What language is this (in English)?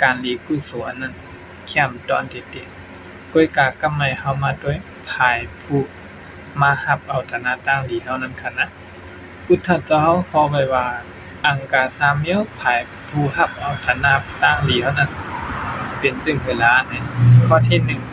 Shan